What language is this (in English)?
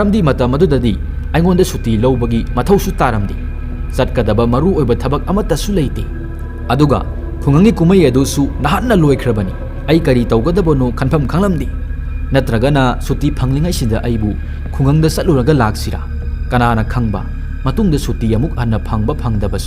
Manipuri